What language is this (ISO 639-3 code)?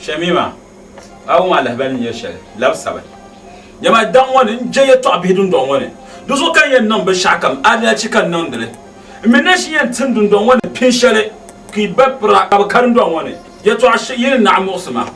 dag